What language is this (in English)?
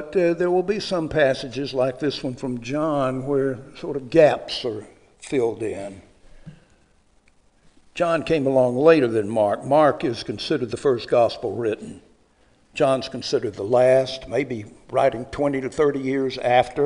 English